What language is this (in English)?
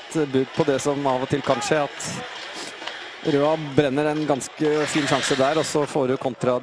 Norwegian